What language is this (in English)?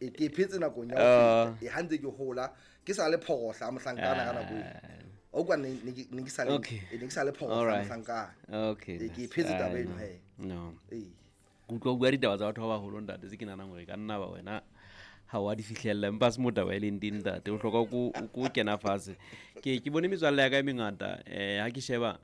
Southern Sotho